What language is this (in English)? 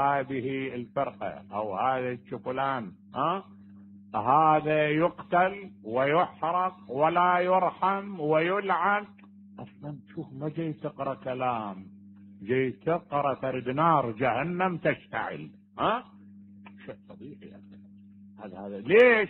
Mesopotamian Arabic